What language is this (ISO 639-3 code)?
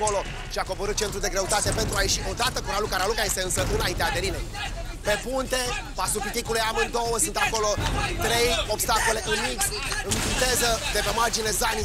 ron